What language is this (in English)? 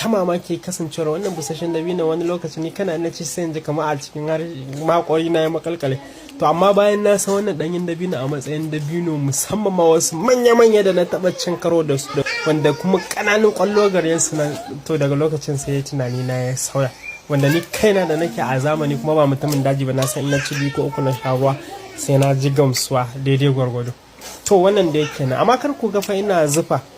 Hausa